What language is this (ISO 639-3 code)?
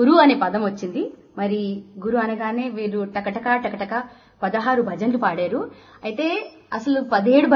tel